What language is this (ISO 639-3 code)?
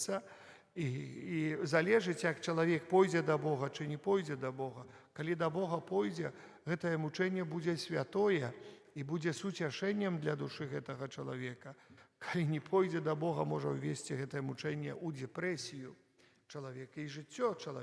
bel